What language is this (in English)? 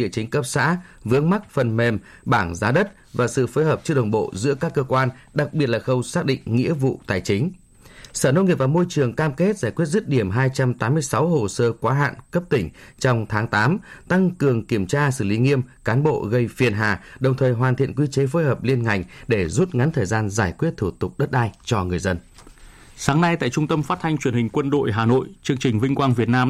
Vietnamese